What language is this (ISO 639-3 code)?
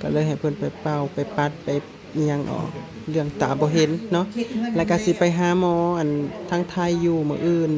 tts